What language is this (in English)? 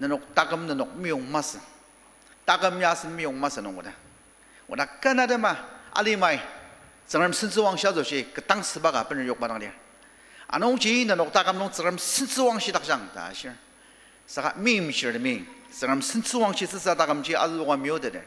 Ao Naga